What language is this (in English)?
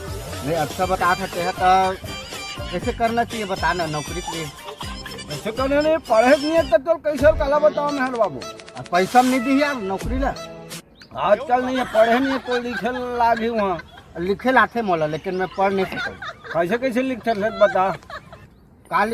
Chhattisgarhi